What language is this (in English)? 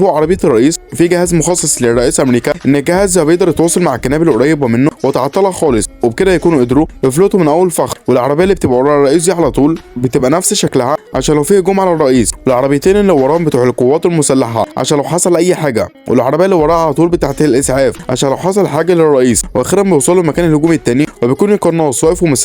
Egyptian Arabic